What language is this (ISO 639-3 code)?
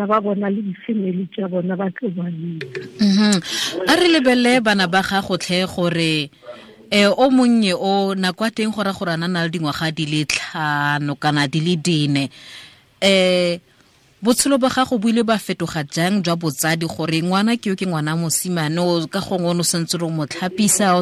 tsn